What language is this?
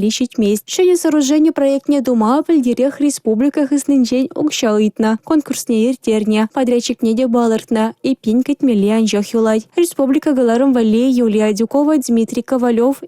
Chuvash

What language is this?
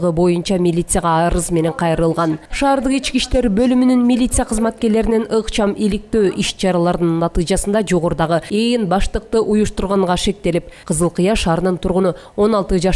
Kyrgyz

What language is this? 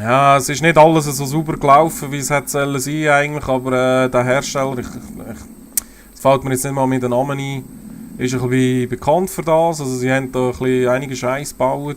Swiss German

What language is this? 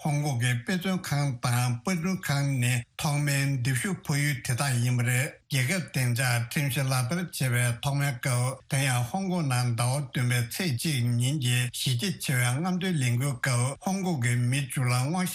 Tibetan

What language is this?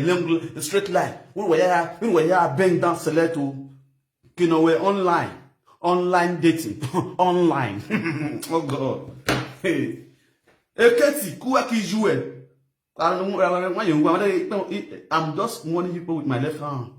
Nigerian Pidgin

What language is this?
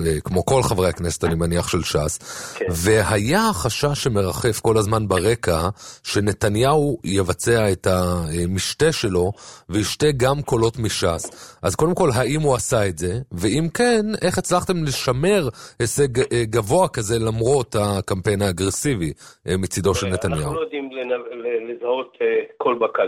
Hebrew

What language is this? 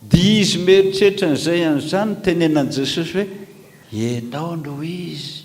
Malagasy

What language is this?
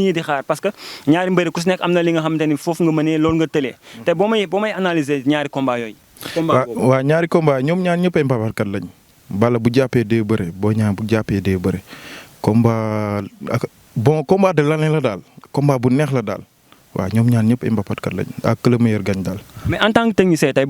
Wolof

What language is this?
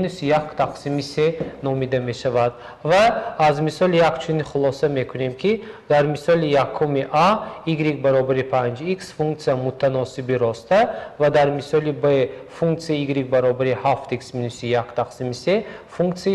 Tajik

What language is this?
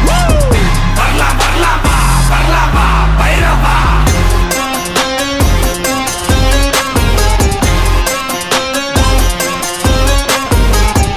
Tamil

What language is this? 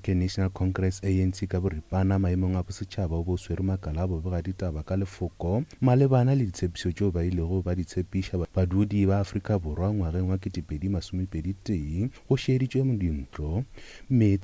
Northern Sotho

